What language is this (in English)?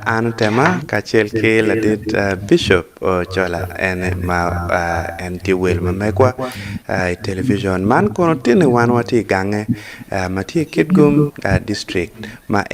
Acoli